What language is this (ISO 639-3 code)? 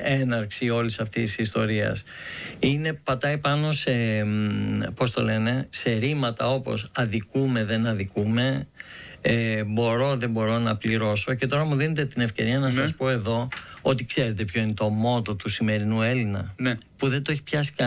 ell